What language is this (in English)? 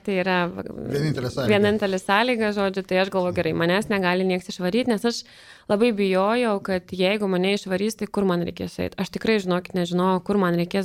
Lithuanian